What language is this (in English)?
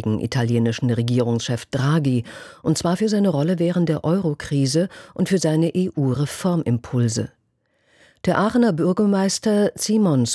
German